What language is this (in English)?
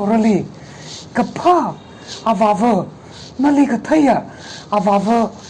Tangkhul Naga (India)